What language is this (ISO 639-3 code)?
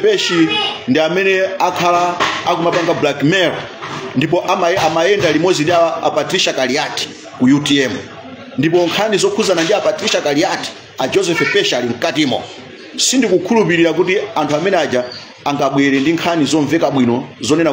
nya